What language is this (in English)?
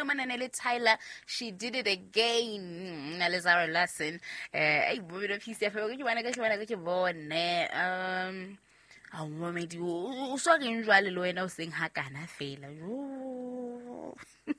Southern Sotho